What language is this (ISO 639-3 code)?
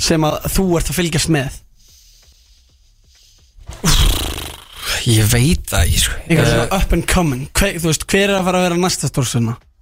isl